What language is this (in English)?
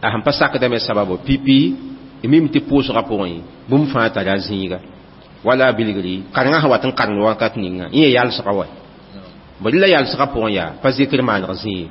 Mossi